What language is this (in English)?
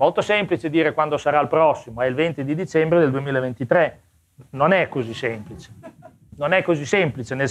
Italian